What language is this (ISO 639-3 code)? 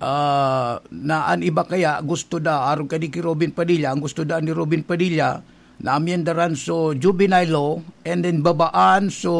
bik